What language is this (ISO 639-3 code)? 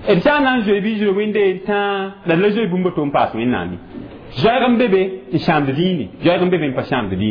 mos